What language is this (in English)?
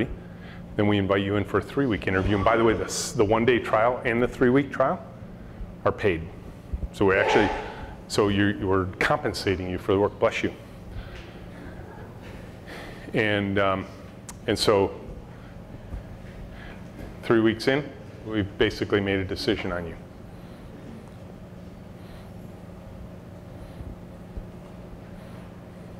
English